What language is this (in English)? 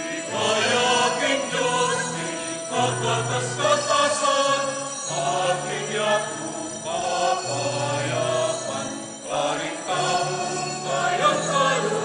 Pampanga